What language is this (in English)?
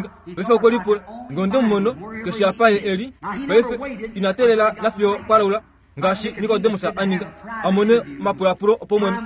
Kuanyama